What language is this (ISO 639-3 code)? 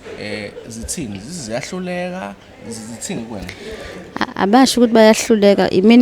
zul